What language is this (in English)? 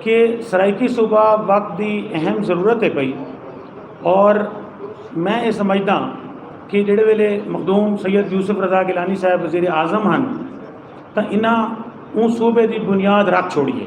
Saraiki